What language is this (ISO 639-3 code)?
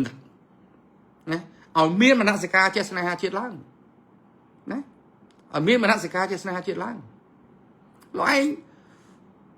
khm